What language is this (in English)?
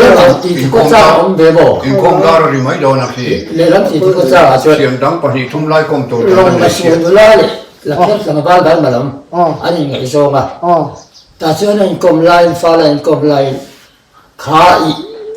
Mizo